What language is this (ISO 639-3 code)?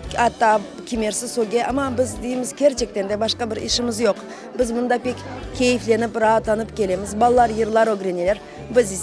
crh